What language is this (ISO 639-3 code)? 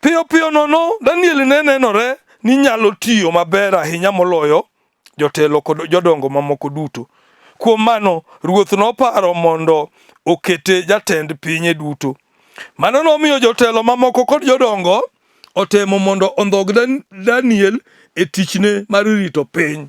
luo